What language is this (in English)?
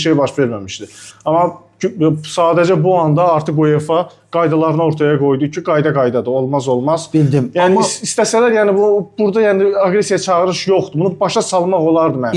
Azerbaijani